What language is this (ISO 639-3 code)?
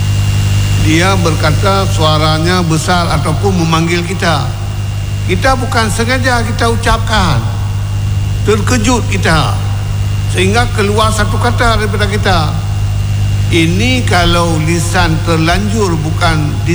msa